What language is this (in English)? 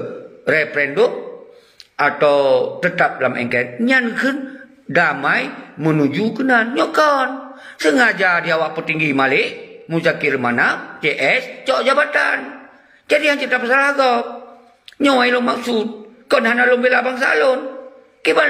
Achinese